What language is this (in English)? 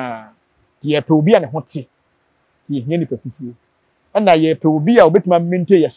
Akan